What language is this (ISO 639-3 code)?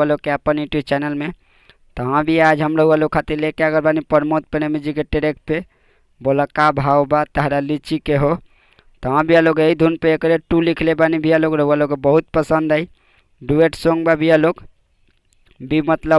bho